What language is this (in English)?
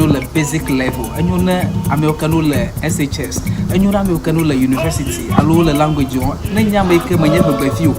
Ewe